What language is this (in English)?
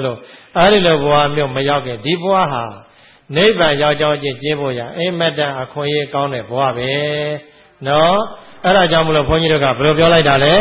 Burmese